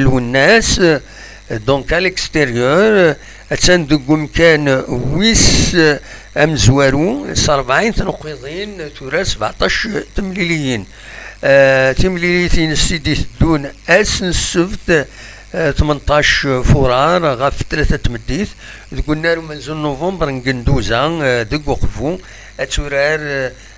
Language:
Kabyle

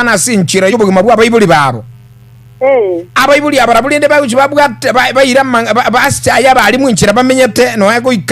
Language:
Gusii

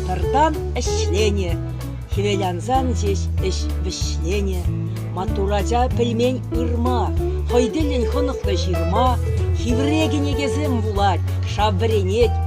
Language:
Chuvash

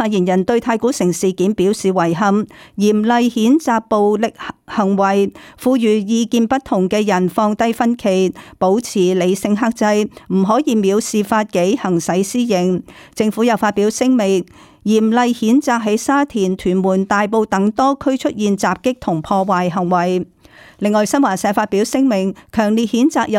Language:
Cantonese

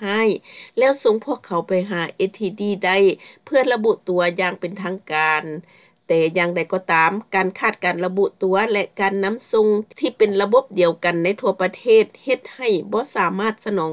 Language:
Lao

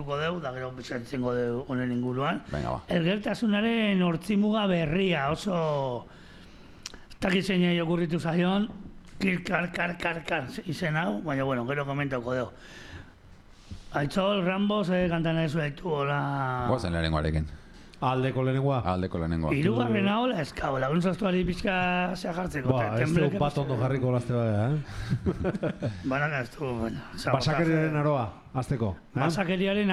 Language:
Basque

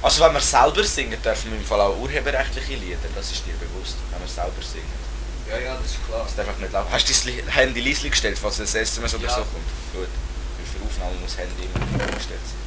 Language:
Swiss German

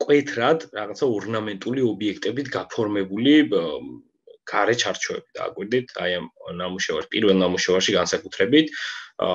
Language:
Georgian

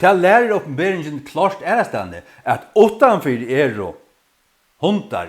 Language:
Faroese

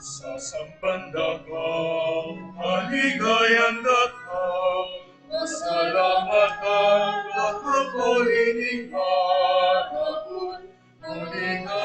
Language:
Pampanga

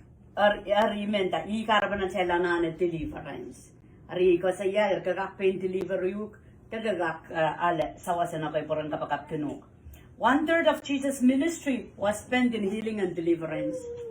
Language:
Pohnpeian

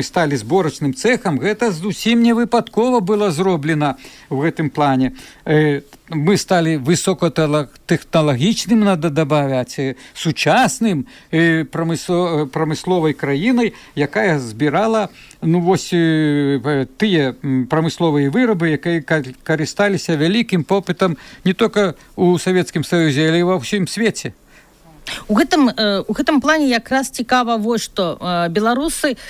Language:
Belarusian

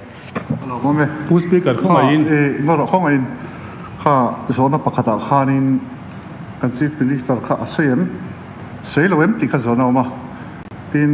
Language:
Mizo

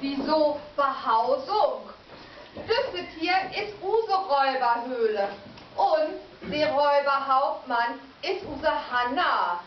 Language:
Low German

